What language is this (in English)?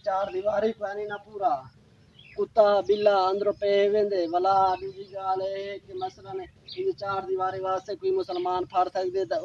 Saraiki